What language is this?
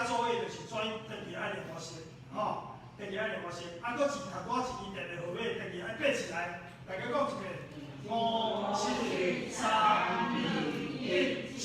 Min Nan Chinese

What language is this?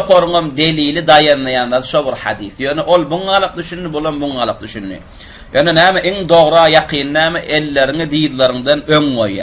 Turkmen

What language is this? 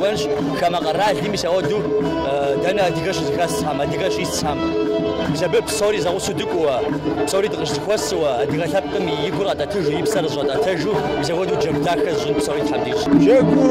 Kabardian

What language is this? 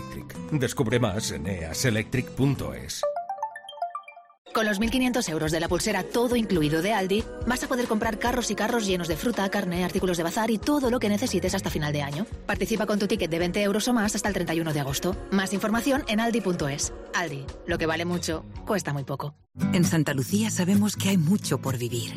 Spanish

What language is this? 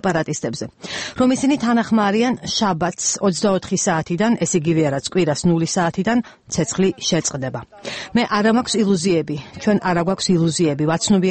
Georgian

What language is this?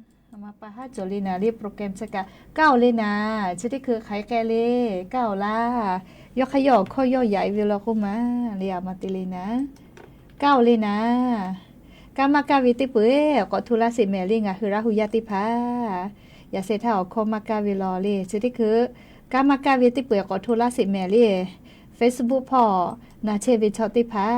Lahu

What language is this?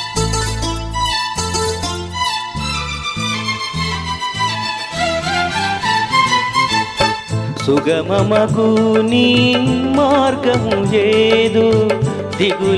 Telugu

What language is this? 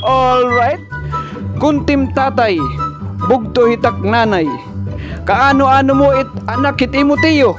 Waray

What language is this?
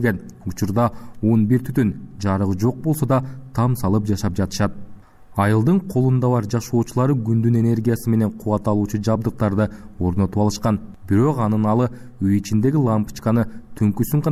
Kyrgyz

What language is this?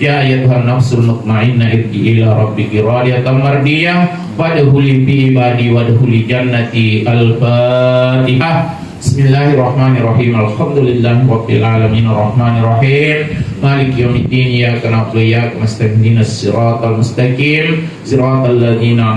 Buginese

